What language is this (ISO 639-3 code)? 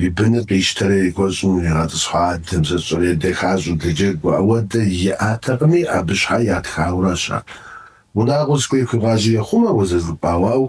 kbd